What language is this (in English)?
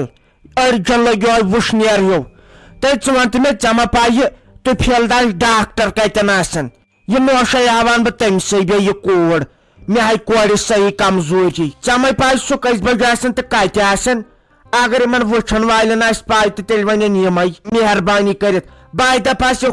Kashmiri